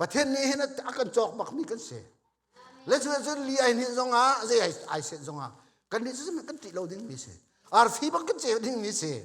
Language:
Hakha Chin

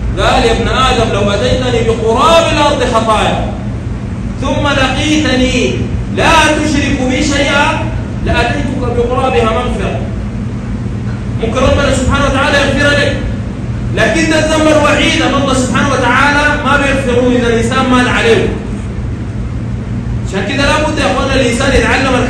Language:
Sudanese Arabic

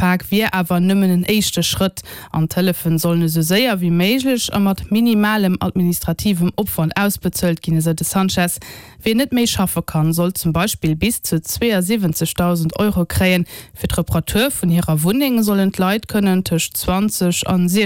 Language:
Luxembourgish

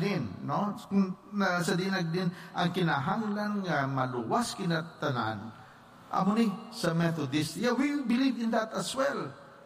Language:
Hiligaynon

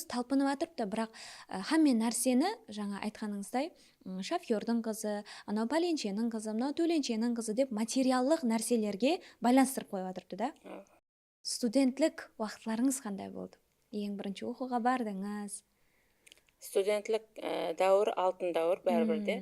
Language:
Kara-Kalpak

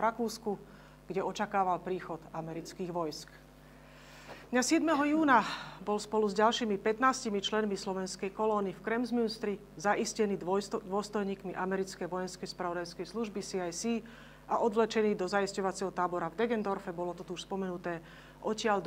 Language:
Slovak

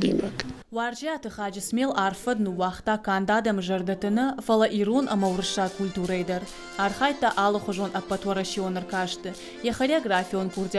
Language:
Ossetic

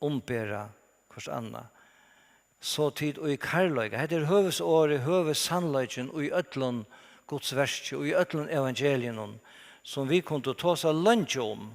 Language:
Faroese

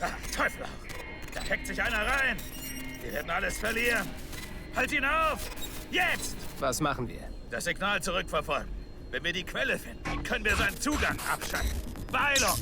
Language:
Bavarian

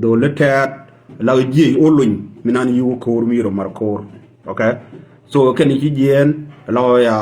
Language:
Nuer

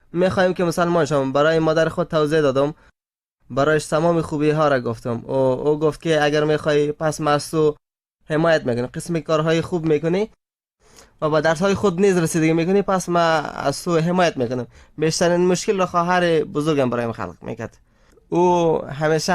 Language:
Persian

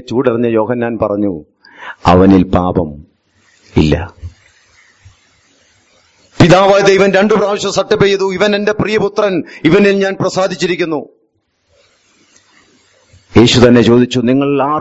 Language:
Malayalam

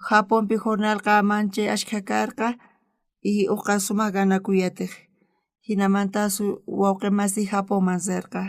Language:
South Bolivian Quechua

